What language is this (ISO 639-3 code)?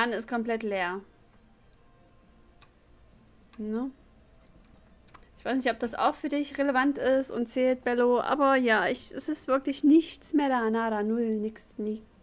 deu